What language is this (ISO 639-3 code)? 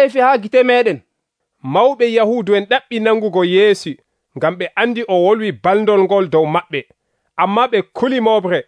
fuv